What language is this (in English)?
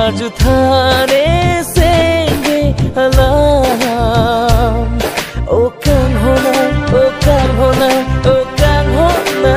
Karbi